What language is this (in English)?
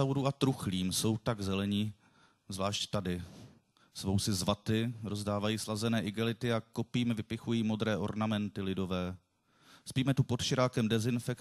Czech